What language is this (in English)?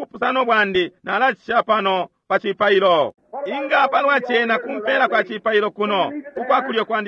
Bemba